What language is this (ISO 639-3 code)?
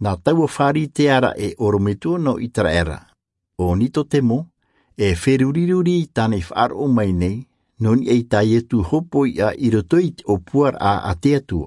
tah